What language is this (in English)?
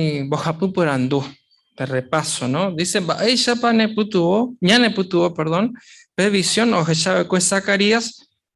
Guarani